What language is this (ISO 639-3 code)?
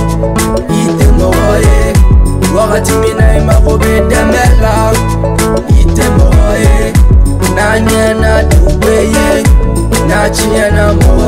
bam